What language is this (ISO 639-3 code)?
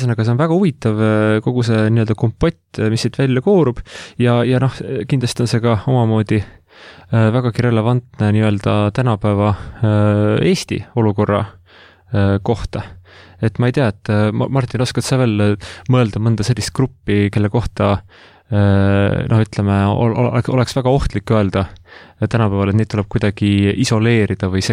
est